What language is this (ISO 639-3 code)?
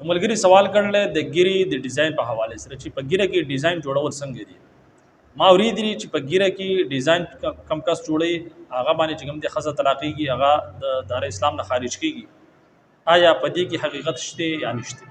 pus